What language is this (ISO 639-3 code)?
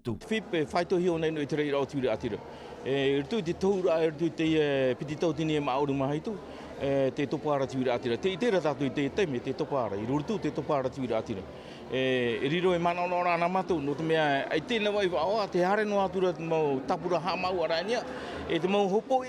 tah